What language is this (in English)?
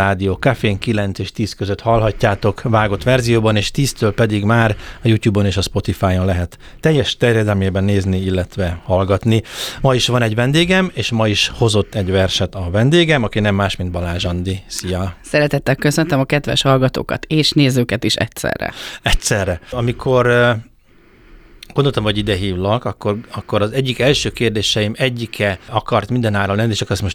Hungarian